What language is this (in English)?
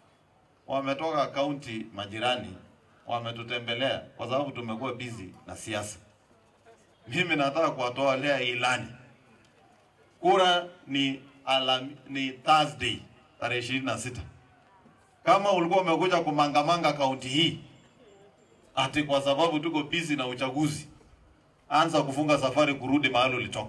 Swahili